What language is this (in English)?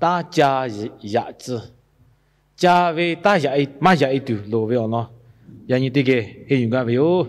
Lahu